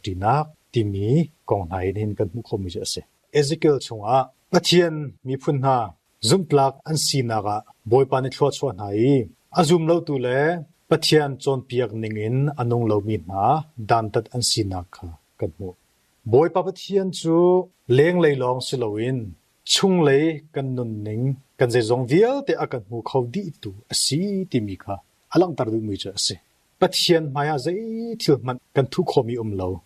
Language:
Hakha Chin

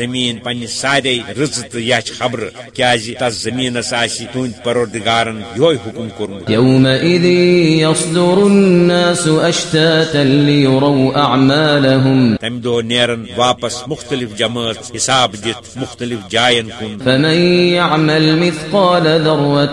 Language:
Kashmiri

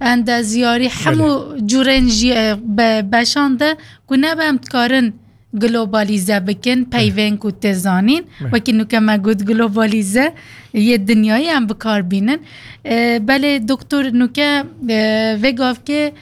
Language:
Kurdish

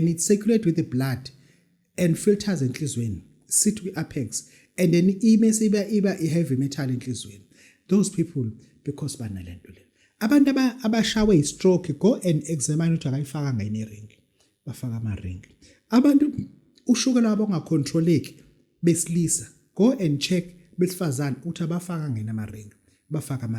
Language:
Zulu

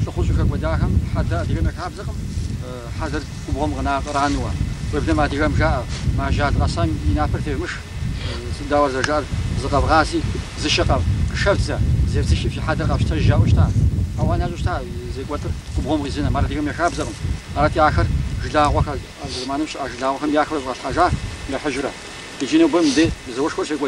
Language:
Kabardian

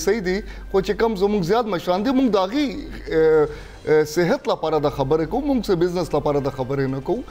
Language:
Pashto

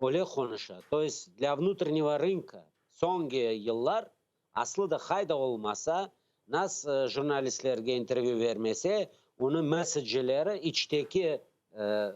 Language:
Crimean Tatar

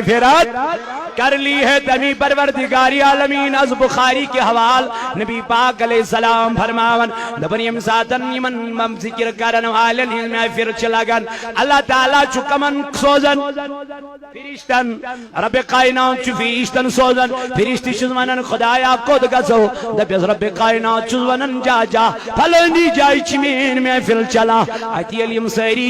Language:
Kashmiri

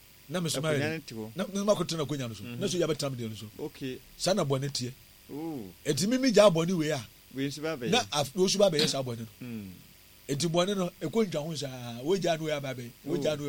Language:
Akan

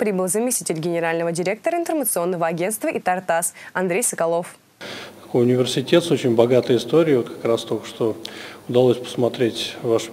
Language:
Russian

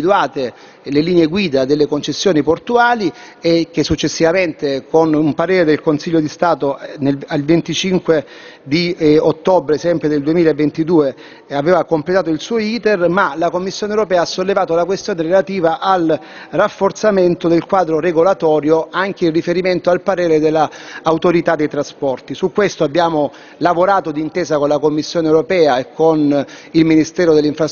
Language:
Italian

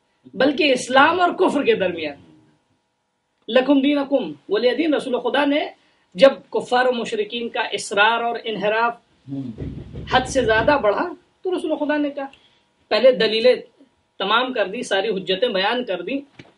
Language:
Urdu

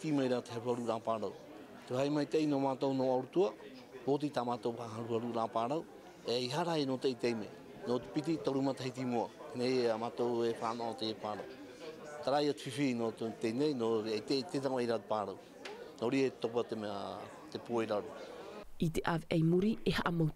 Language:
Tahitian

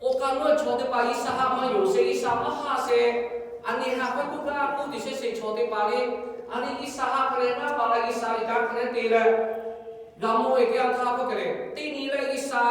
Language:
Lahu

